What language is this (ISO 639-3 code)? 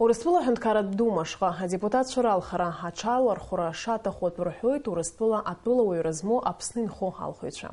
abk